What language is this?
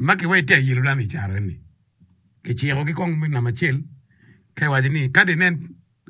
Acoli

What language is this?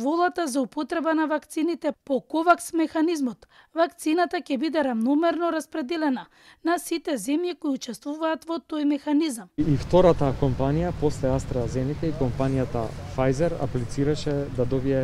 Macedonian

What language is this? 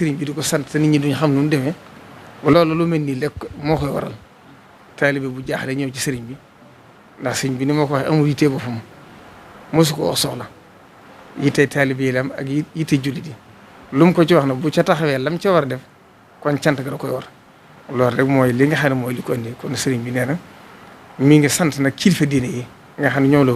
Wolof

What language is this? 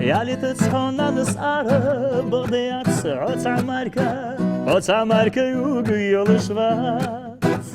Ingush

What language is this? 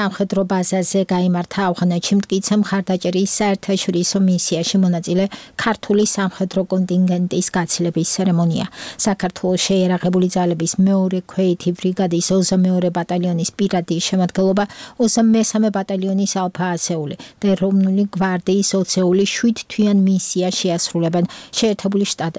Georgian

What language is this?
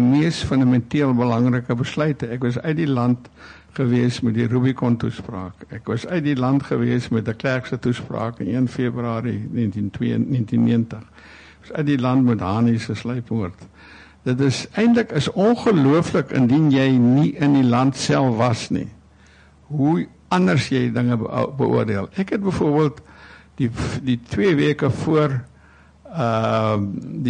Afrikaans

